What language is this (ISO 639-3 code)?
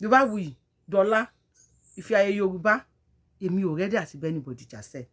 yor